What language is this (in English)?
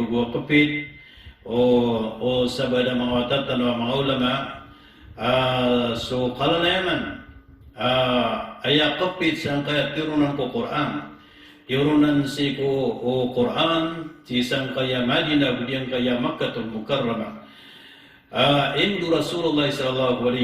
Maranao